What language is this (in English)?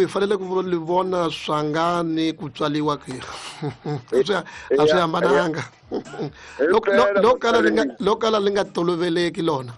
Tsonga